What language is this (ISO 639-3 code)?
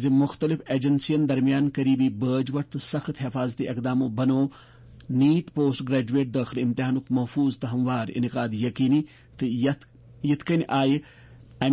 kas